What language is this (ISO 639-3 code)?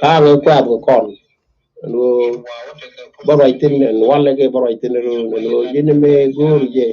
nus